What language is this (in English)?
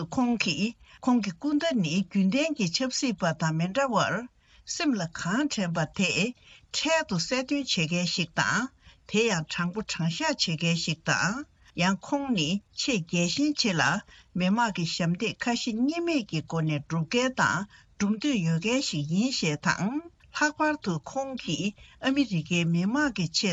Tibetan